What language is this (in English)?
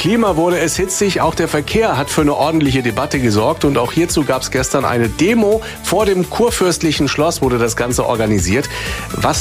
German